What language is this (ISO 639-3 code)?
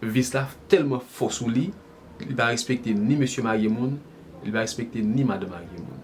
hat